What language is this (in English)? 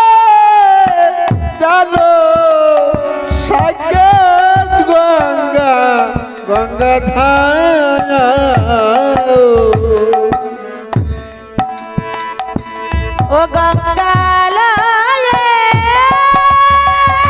Bangla